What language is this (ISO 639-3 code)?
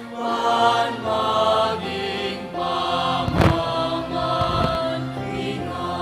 pam